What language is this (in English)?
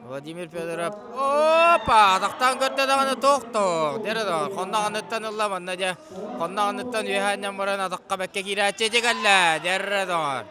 Yakut